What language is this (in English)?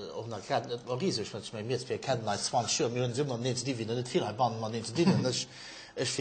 Luxembourgish